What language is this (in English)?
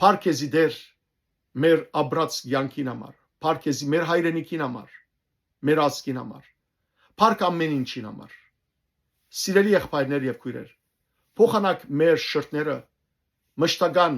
Western Armenian